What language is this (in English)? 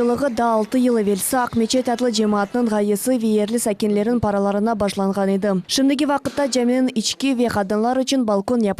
Crimean Tatar